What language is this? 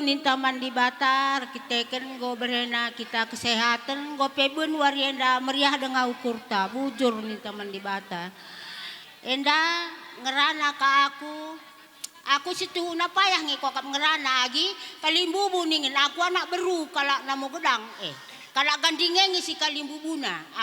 Batak Karo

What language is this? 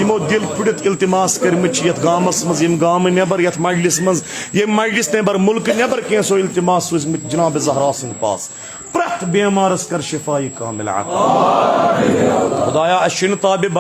Kashmiri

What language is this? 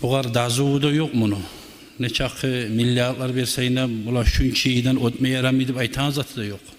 Kumyk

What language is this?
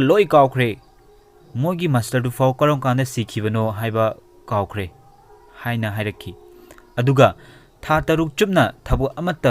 Manipuri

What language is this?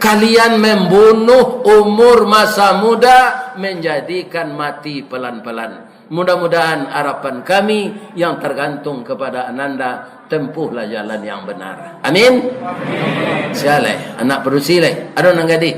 Minangkabau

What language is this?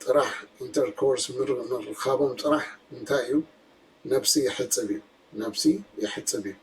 Tigrinya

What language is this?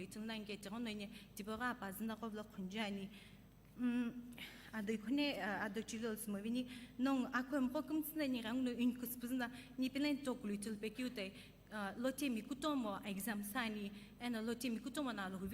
Sumi Naga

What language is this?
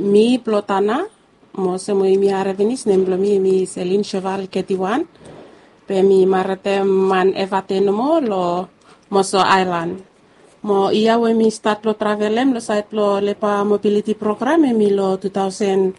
Bislama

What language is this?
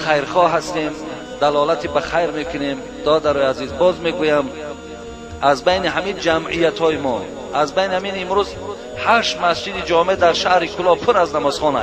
Tajik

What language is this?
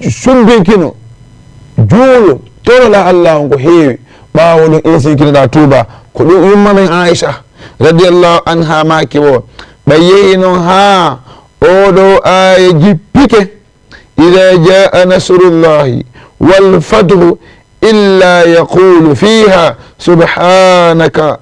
Fula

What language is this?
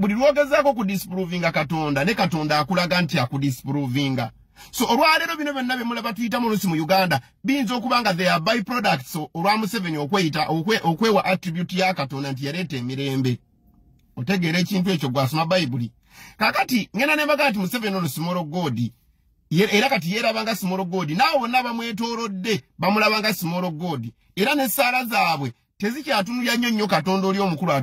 Ganda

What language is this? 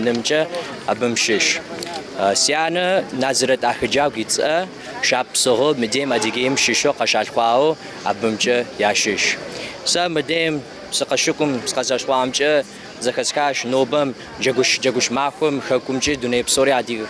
Kabardian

